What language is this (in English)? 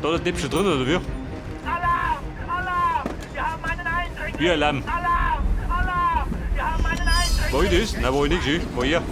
Bavarian